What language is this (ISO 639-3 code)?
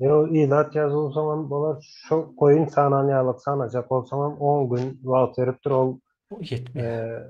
tuk